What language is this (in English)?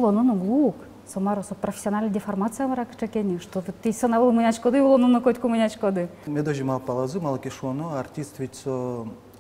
Udmurt